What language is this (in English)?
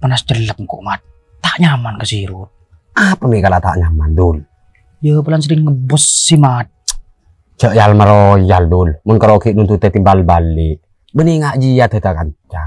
Madurese